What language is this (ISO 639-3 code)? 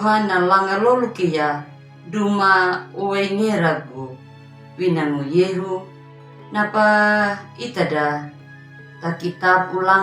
akg